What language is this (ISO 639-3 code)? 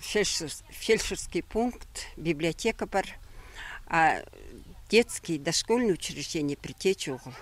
kjh